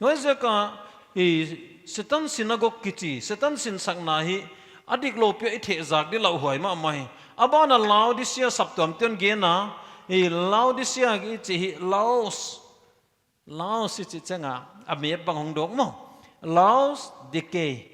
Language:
Paite Chin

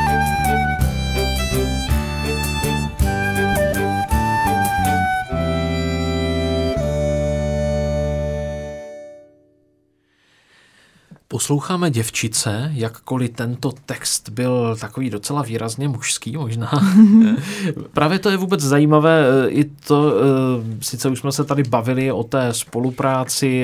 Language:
Czech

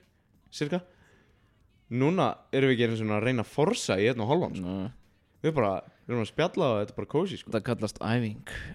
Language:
Icelandic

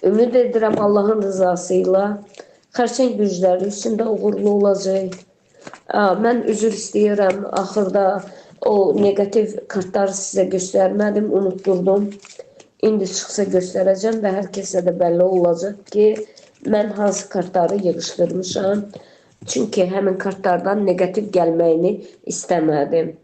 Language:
Azerbaijani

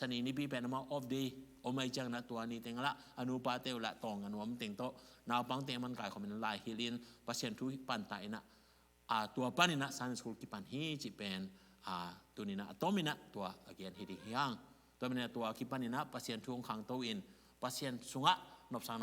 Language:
Tedim Chin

